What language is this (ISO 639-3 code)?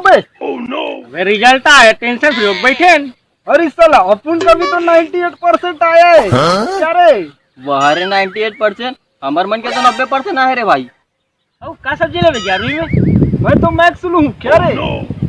hne